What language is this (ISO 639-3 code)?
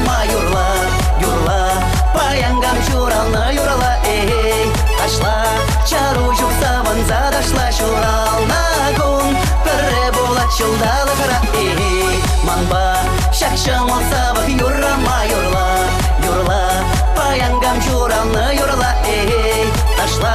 chv